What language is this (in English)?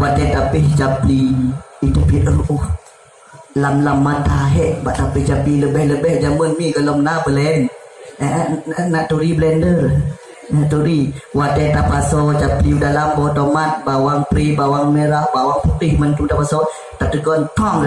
Achinese